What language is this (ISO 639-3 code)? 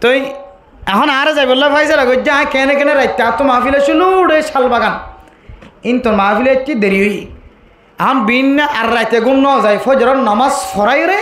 rhg